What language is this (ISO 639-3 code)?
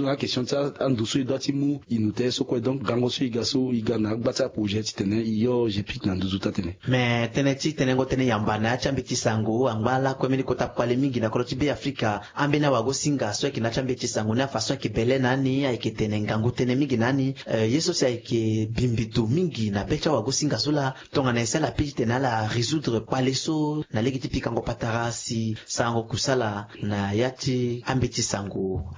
sag